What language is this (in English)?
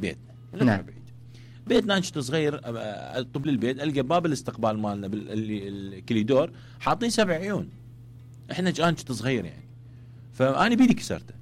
Mesopotamian Arabic